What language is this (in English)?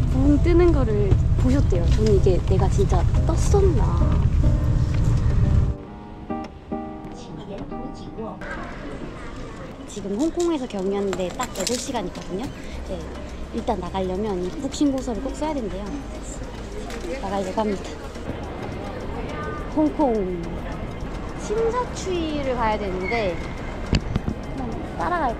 Korean